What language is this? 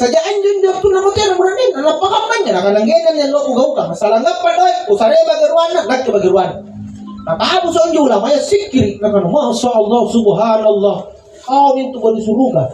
Makasar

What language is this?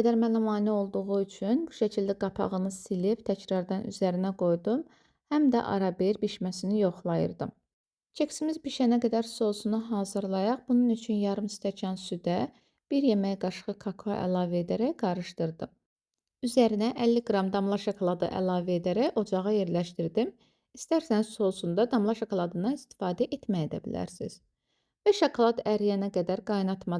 Azerbaijani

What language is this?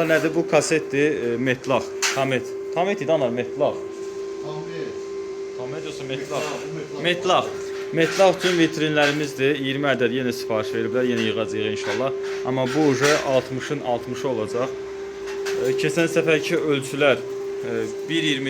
Azerbaijani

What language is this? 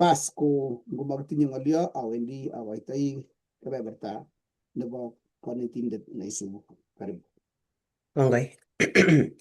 Kalenjin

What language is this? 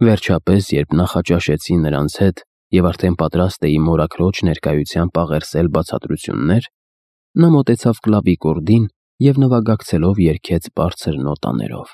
Armenian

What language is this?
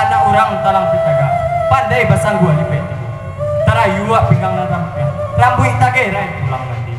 Minangkabau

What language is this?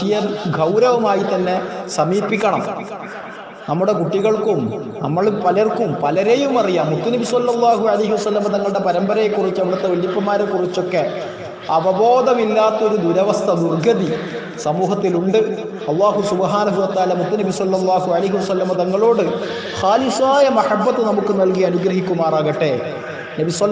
Malayalam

